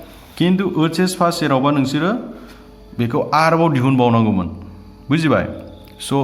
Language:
Bodo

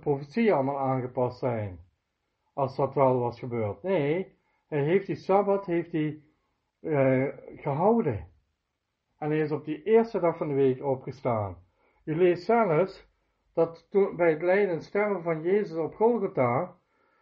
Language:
Dutch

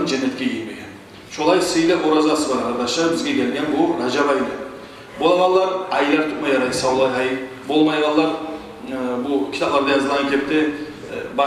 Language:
Kumyk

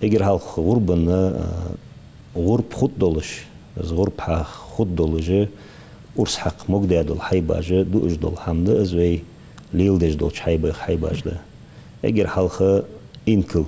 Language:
Ingush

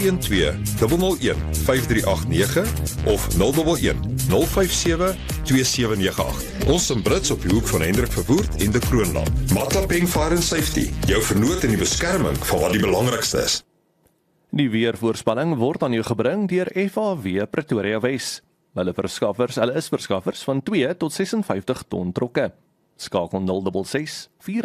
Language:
Afrikaans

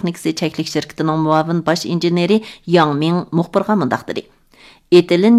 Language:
Uyghur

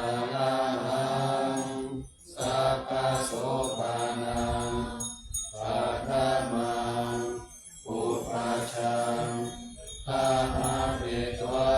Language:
Pali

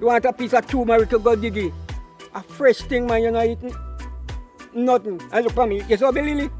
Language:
Jamaican Creole English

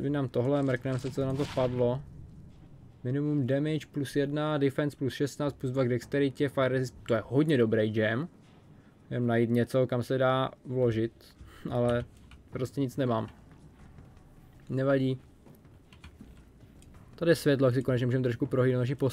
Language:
Czech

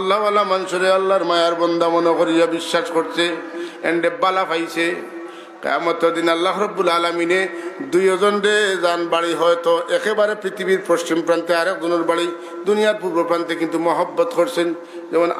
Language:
Sylheti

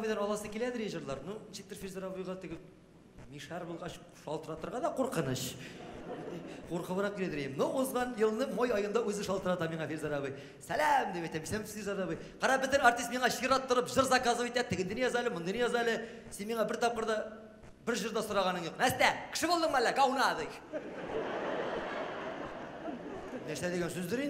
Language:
Tatar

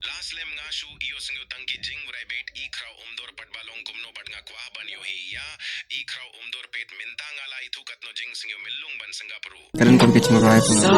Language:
Khasi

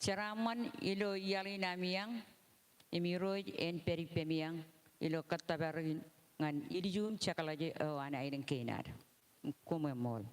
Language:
Marshallese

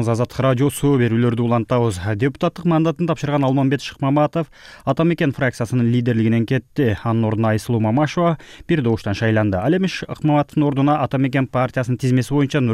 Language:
Kyrgyz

